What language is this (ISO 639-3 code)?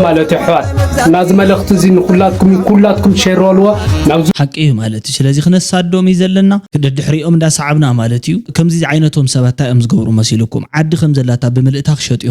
tir